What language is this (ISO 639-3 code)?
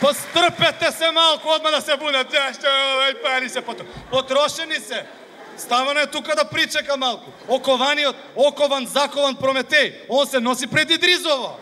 mkd